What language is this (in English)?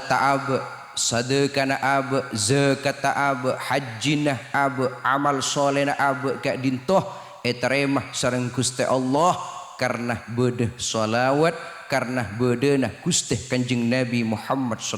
Madurese